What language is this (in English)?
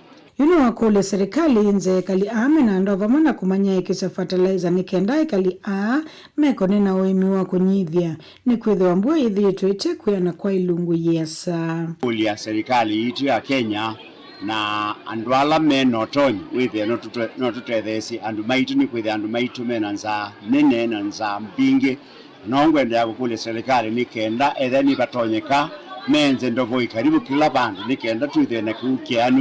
Kamba